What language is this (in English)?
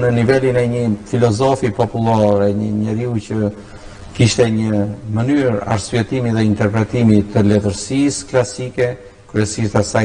Albanian